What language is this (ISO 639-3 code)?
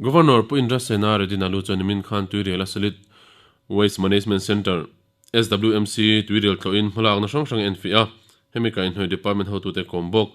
lus